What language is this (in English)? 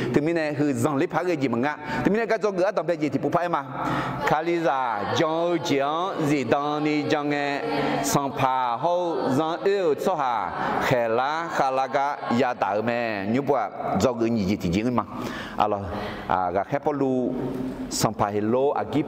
Akha